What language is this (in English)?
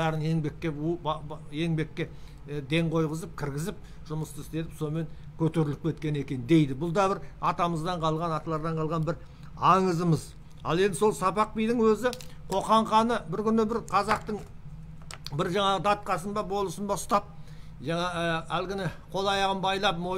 Kazakh